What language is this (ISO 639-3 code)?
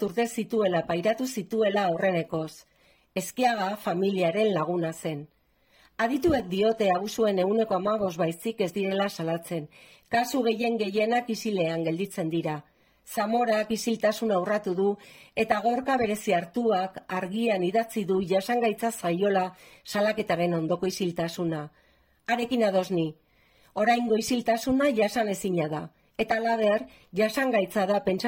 eus